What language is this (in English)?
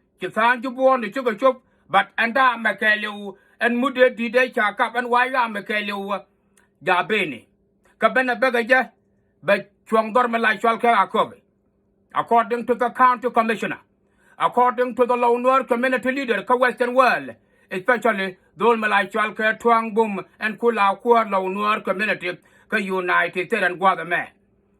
Nuer